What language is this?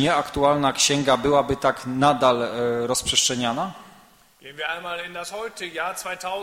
Polish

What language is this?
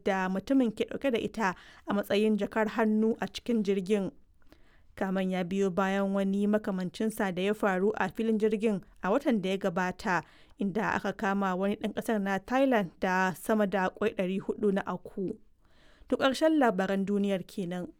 Hausa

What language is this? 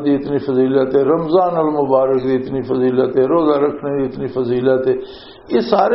Western Panjabi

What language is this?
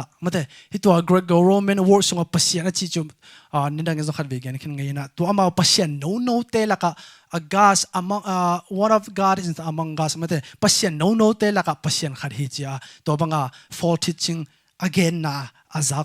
Tedim Chin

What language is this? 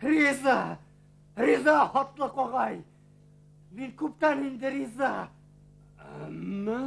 Bashkir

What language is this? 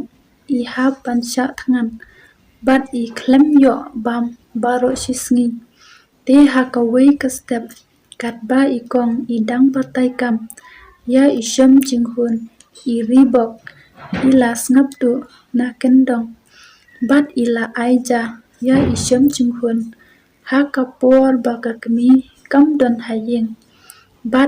Khasi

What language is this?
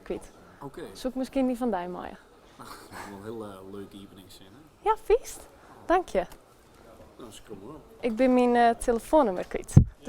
Western Frisian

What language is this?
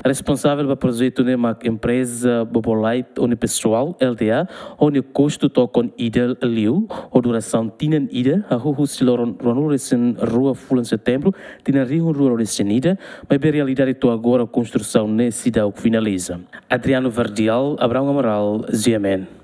Tetum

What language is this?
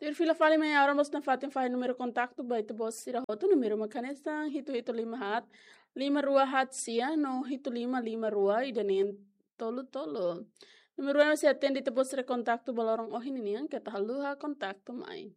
Tetum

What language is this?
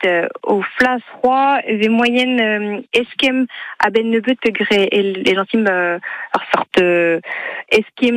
Breton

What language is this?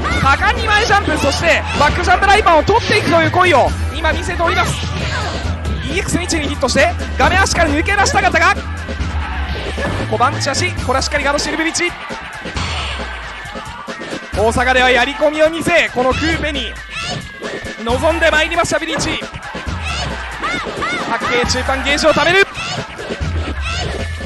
Japanese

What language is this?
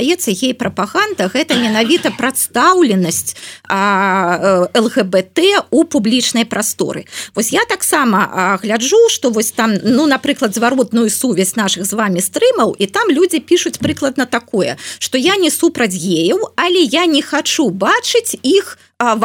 Belarusian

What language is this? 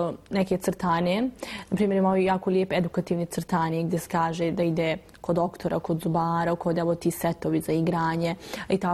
Bosnian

